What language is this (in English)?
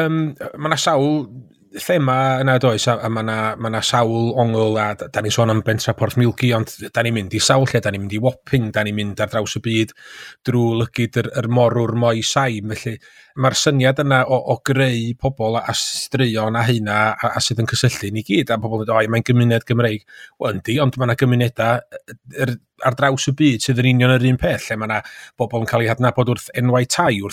Welsh